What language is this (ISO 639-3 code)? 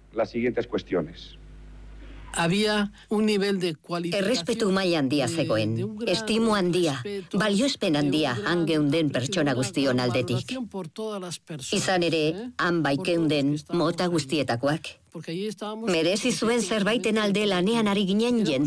eus